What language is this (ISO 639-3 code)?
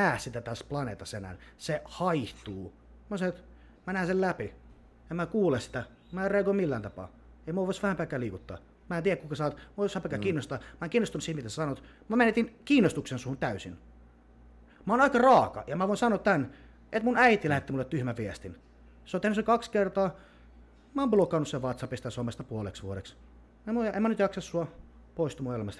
fin